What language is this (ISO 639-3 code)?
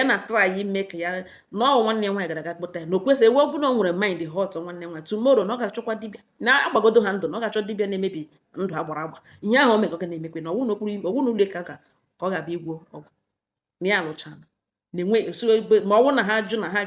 ibo